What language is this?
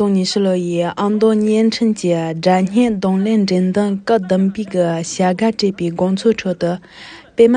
Tibetan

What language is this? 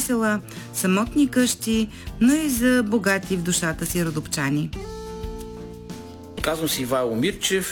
Bulgarian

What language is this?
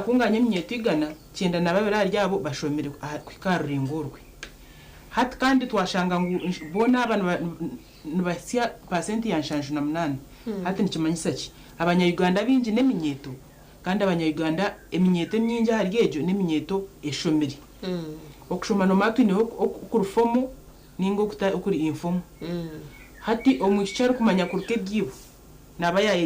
Nyankole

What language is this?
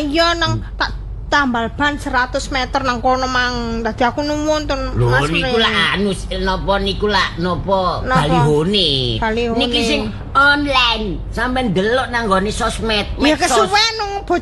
Javanese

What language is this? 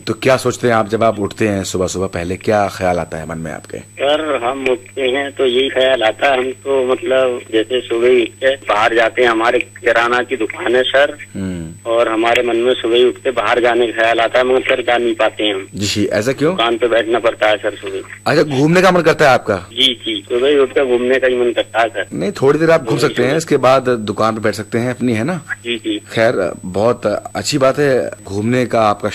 Hindi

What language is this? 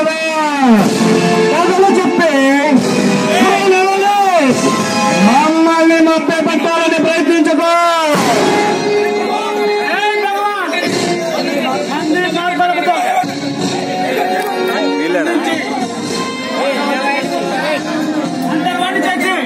Telugu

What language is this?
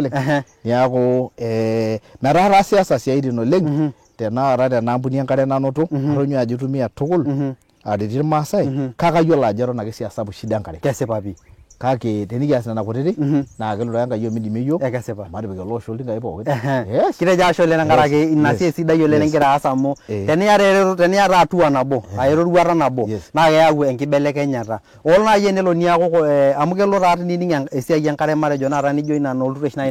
Masai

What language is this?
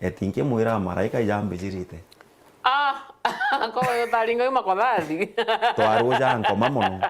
Meru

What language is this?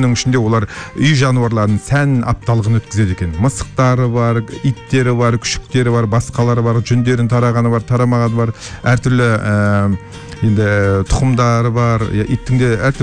Kazakh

